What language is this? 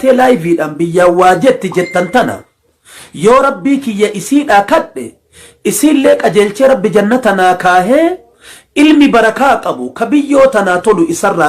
Oromo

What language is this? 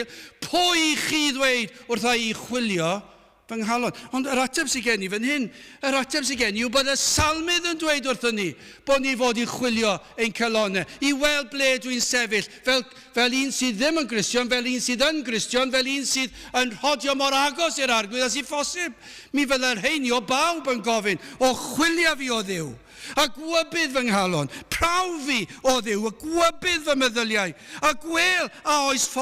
Welsh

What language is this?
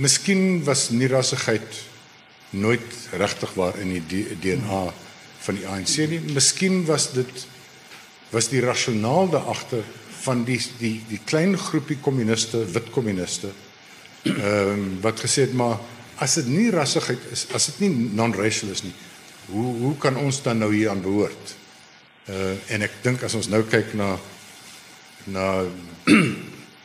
Afrikaans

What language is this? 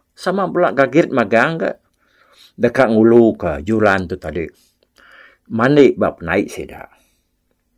Iban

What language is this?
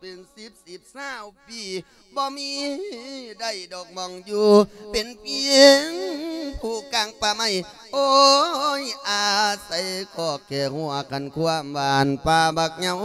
Lao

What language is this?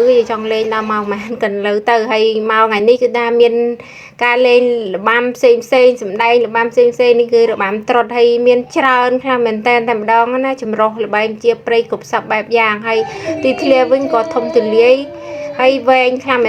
Khmer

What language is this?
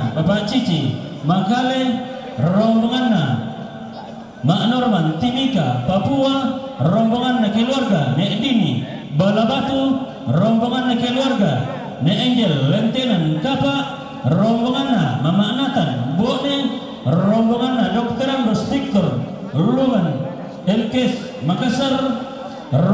Toraja-Sa'dan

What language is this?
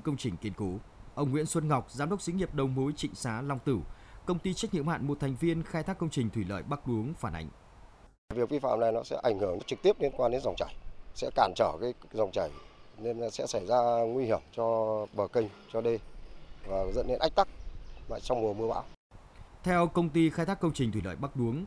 Vietnamese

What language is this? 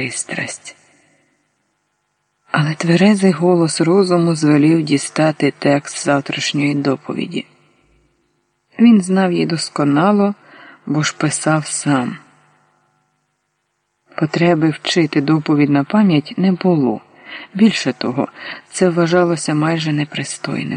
Ukrainian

